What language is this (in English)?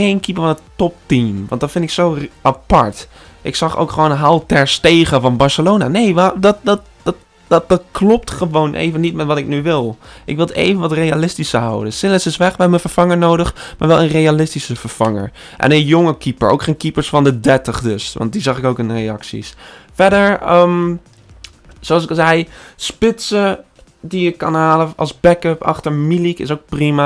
Dutch